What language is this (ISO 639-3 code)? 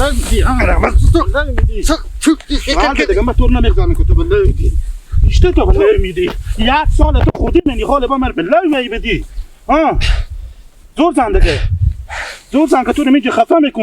haz